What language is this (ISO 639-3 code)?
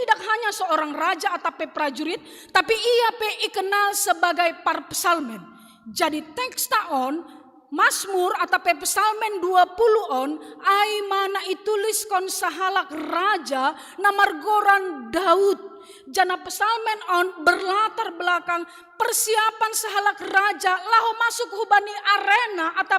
bts